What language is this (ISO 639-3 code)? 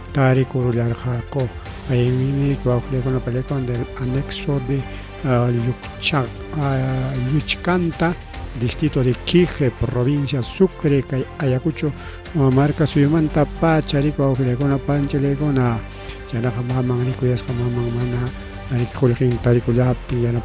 quy